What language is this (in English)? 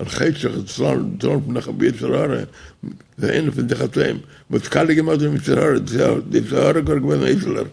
Yiddish